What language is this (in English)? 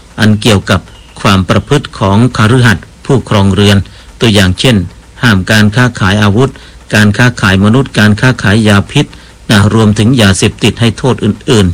Thai